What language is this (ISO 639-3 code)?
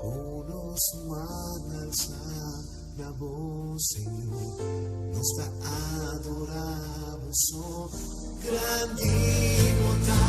pap